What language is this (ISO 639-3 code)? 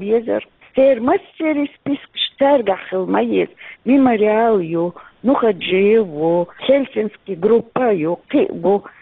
che